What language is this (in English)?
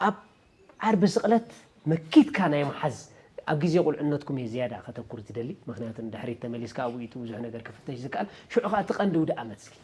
Tigrinya